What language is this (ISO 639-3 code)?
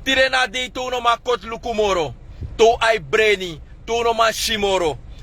srn